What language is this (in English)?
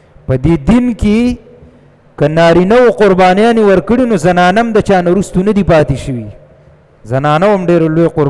Pashto